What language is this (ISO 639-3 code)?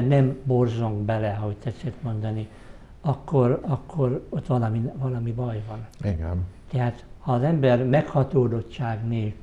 hun